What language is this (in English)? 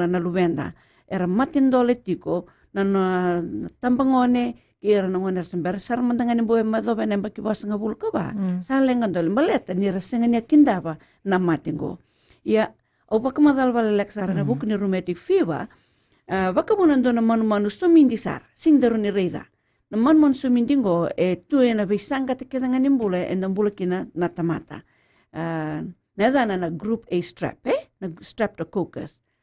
Fijian